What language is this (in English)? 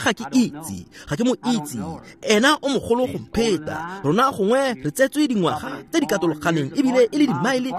Tswana